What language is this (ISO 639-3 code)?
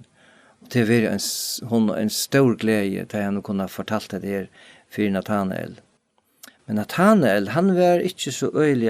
fao